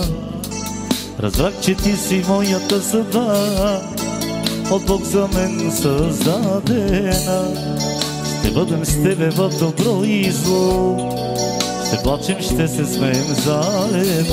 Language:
Bulgarian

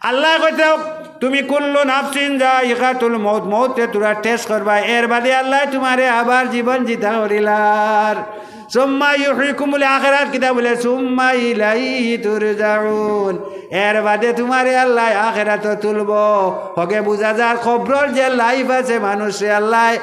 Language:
Sylheti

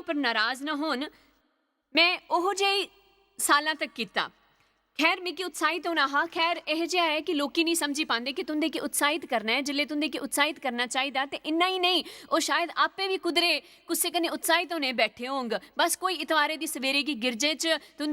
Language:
Dogri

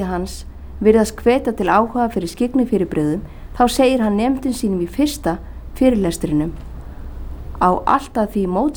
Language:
Icelandic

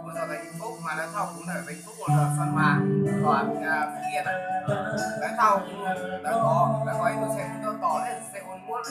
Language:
Hmong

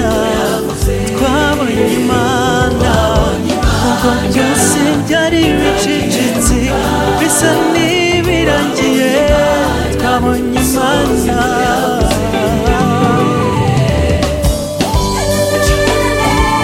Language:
Kinyarwanda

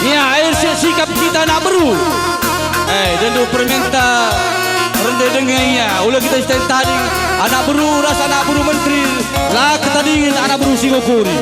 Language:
Batak Karo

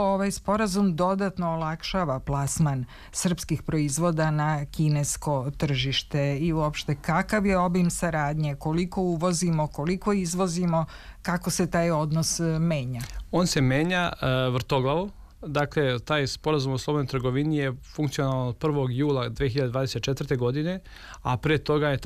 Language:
Serbian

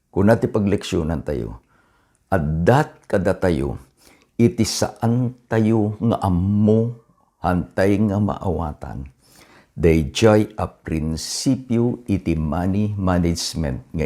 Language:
Iloko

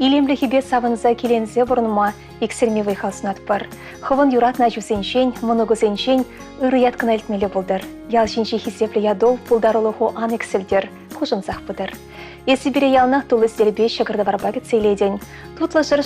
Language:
Chuvash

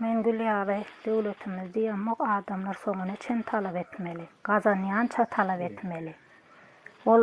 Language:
Turkmen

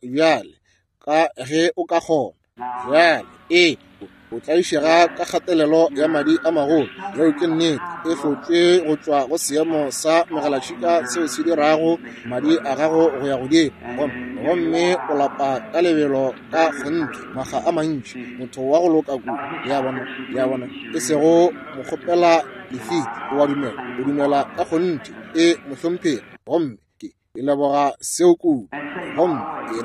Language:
Northern Sotho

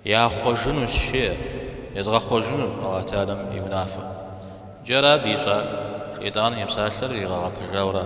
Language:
Kabardian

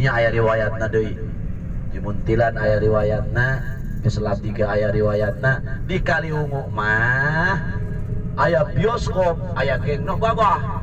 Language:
Sundanese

